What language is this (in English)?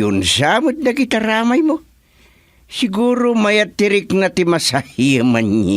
Iloko